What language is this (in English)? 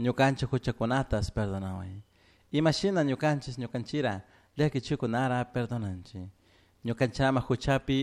Chimborazo Highland Quichua